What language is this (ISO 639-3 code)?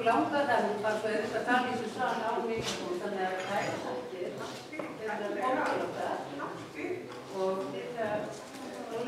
isl